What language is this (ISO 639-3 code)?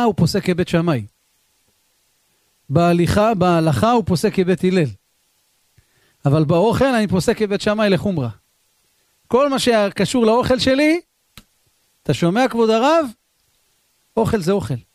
heb